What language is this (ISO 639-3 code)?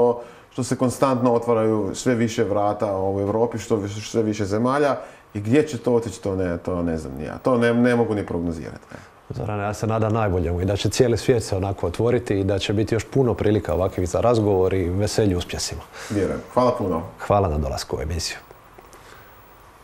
hrv